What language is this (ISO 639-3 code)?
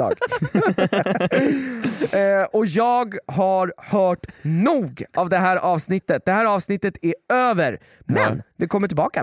swe